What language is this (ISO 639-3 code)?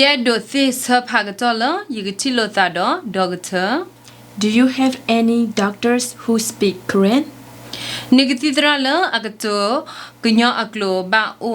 ksw